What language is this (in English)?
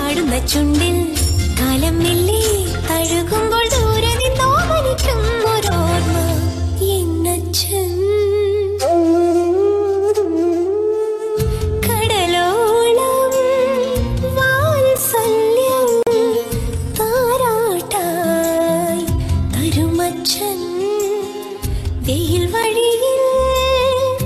Malayalam